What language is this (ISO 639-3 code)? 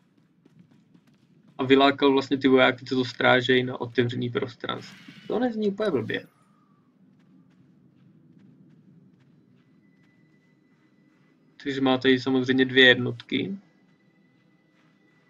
ces